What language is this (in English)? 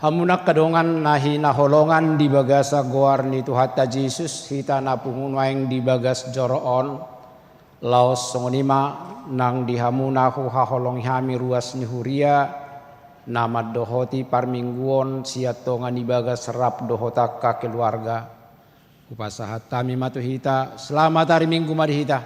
Batak Toba